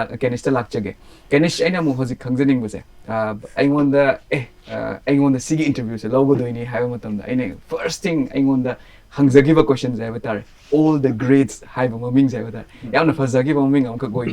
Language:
Manipuri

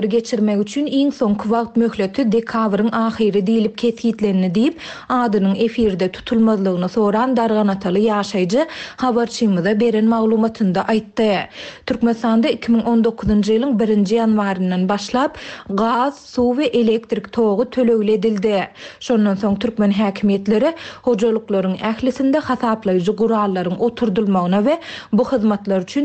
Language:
Turkmen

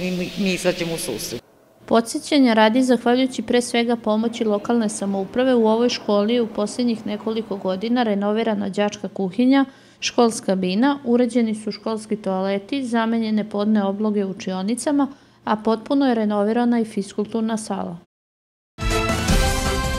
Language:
Serbian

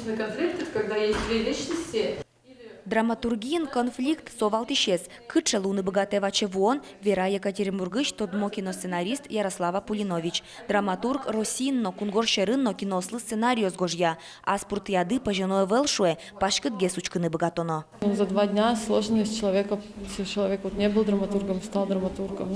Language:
Udmurt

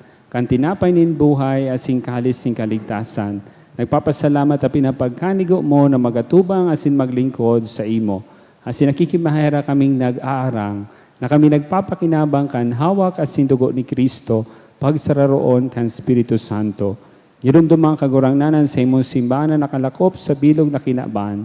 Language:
Bikol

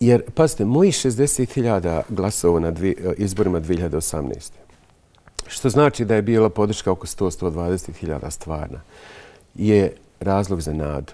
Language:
Bosnian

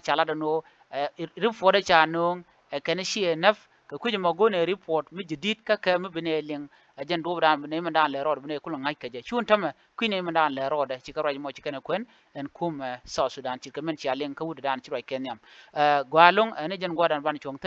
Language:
Nuer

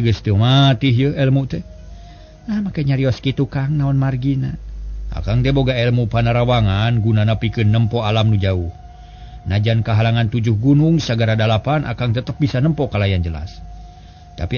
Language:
Sundanese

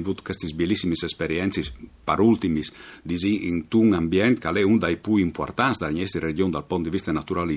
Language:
Friulian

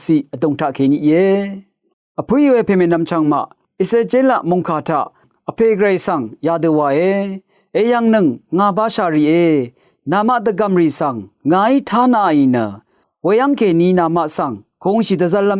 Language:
Rawang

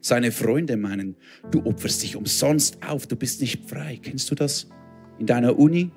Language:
Swiss German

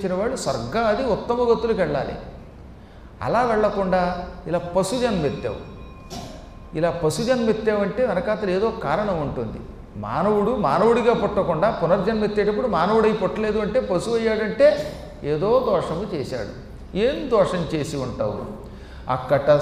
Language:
Telugu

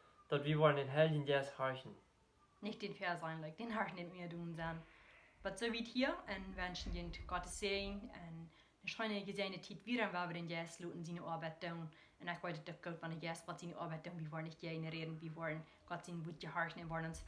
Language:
Plautdietsch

